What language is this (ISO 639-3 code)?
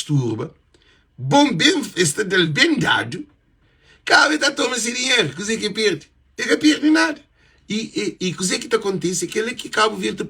kea